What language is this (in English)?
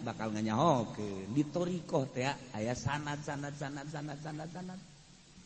Sundanese